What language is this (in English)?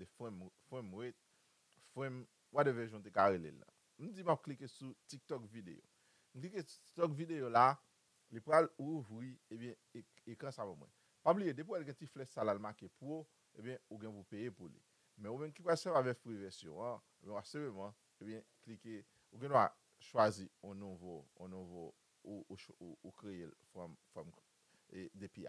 Haitian Creole